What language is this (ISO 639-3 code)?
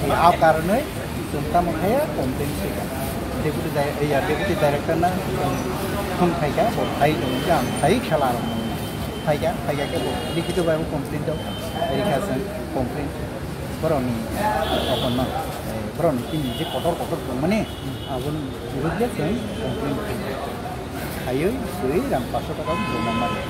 trp